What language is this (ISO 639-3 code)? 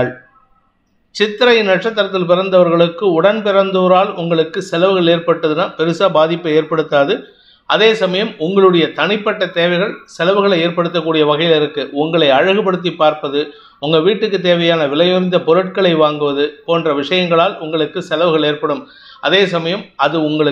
tam